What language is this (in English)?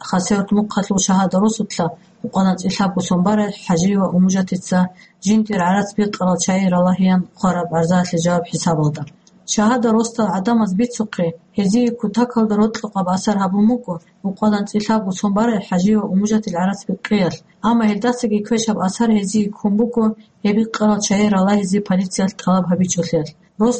Avaric